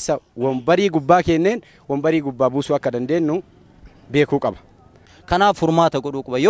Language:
Oromo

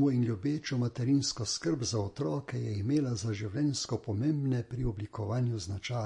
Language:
Slovenian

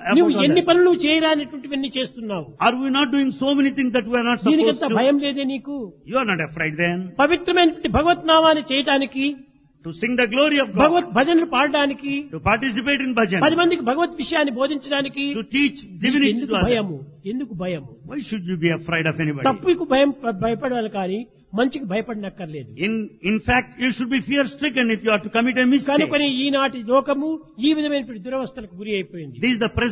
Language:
Telugu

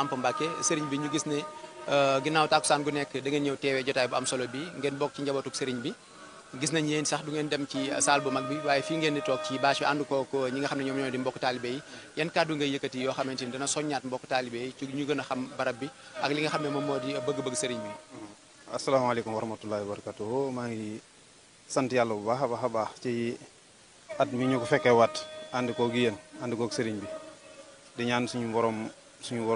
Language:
Wolof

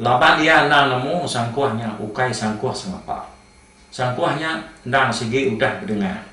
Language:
Iban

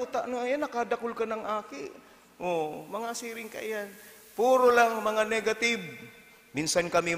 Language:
Bikol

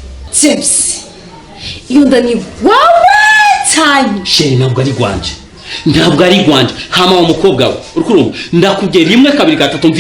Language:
Rundi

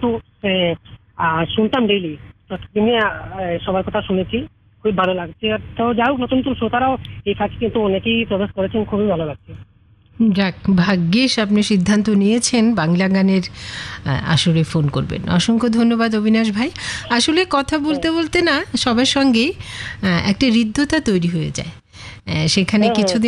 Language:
Bangla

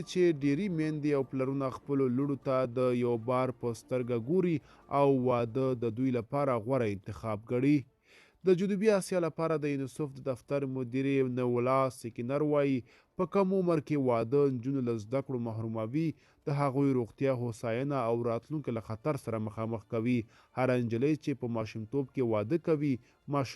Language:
Pashto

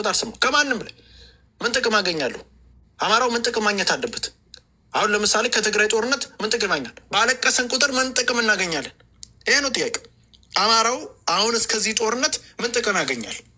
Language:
Amharic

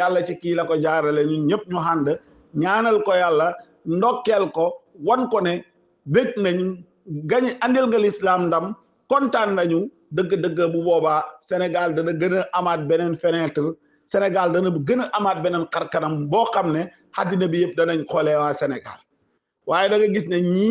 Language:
Wolof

